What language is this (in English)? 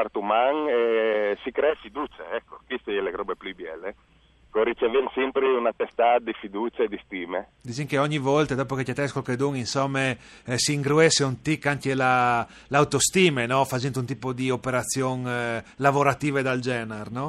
Friulian